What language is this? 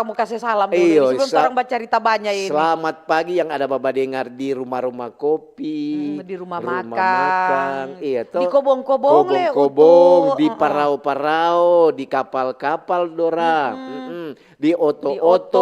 Manado Malay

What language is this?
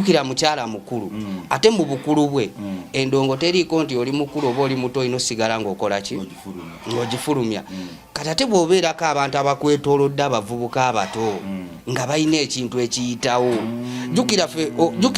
Ganda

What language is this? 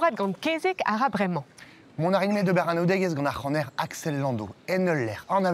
Breton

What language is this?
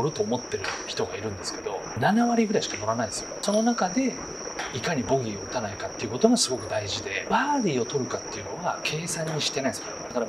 Japanese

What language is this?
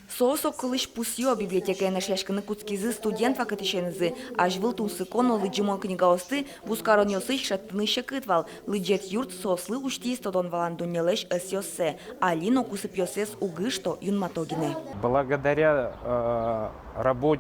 Udmurt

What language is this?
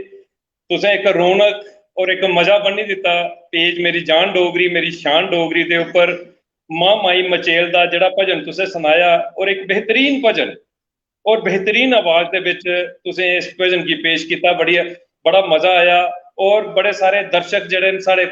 Dogri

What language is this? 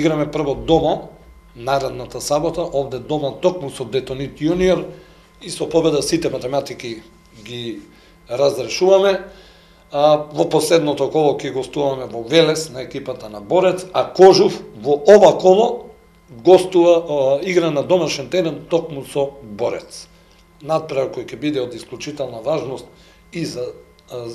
Macedonian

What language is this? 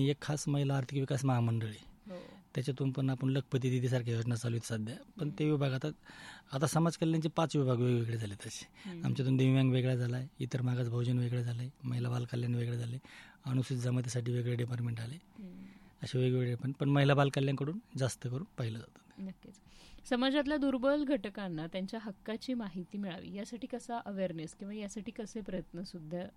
Marathi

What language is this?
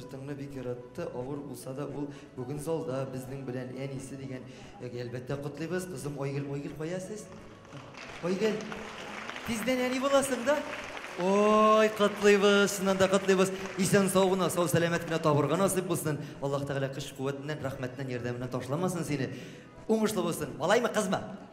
Tatar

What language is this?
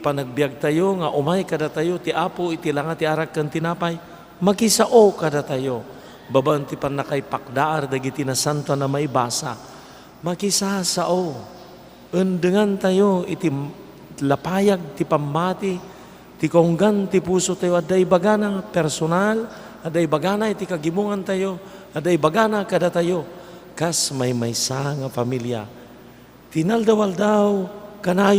Iloko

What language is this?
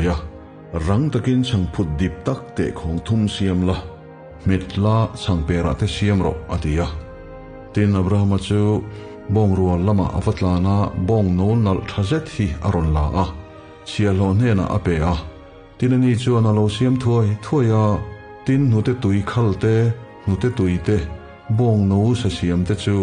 Mizo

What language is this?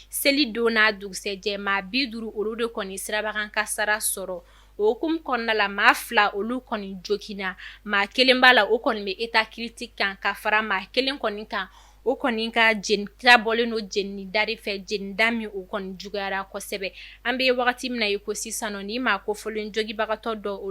Bambara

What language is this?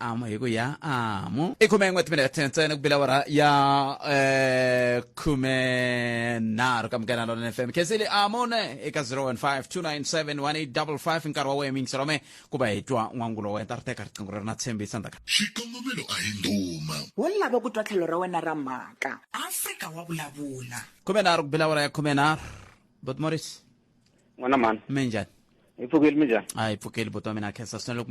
Tsonga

